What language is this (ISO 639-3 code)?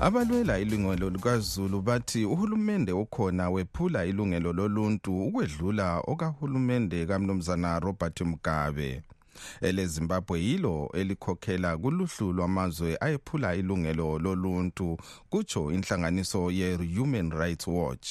nde